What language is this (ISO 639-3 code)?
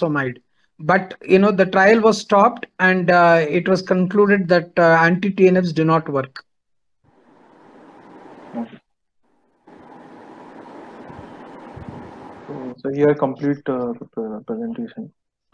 eng